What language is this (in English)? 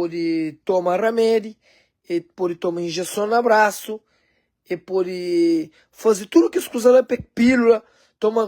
Kabuverdianu